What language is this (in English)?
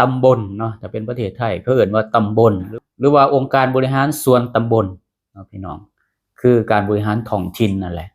Lao